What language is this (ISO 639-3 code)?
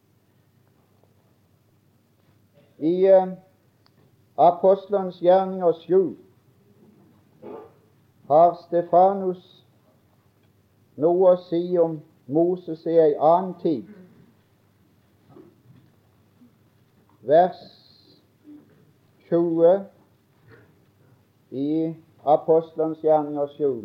nor